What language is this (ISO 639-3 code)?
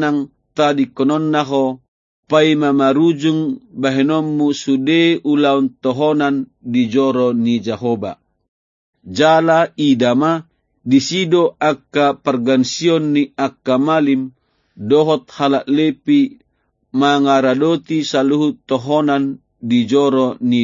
bbc